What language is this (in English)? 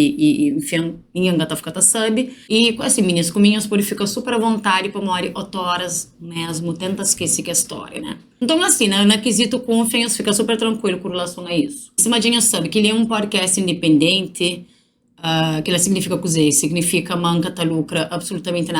Kabuverdianu